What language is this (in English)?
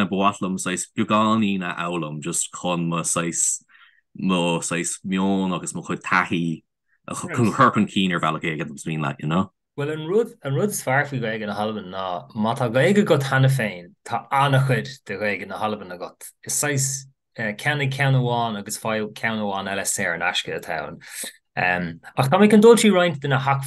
Irish